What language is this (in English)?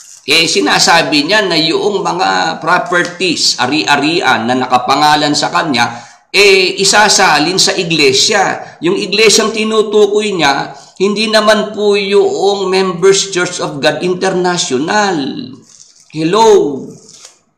Filipino